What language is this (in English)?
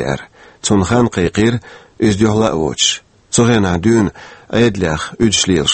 Chechen